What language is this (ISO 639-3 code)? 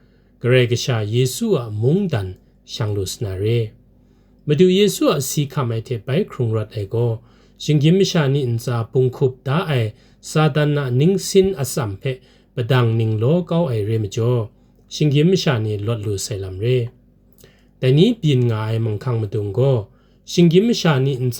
kac